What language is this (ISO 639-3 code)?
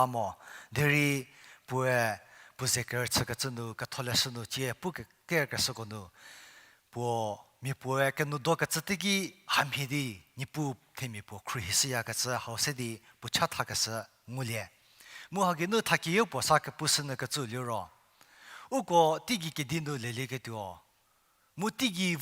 njm